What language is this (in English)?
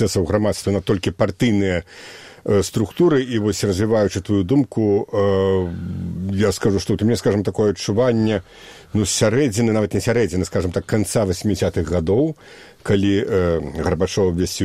Belarusian